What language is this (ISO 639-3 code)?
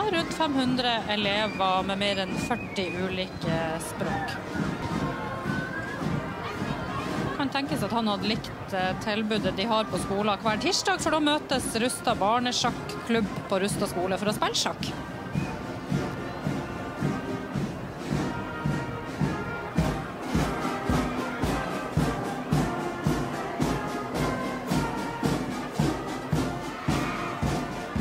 nor